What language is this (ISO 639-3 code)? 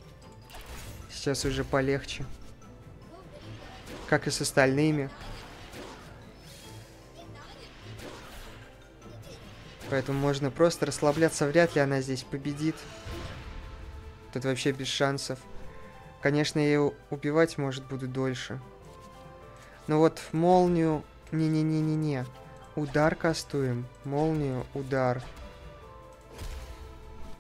rus